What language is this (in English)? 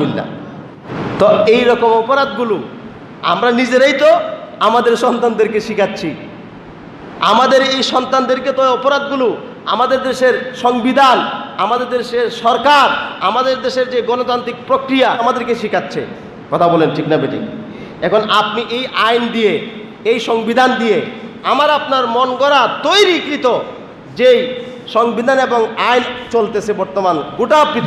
Bangla